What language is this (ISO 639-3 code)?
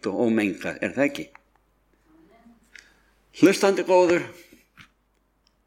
isl